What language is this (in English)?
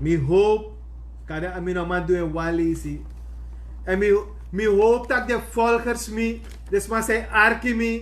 Sranan Tongo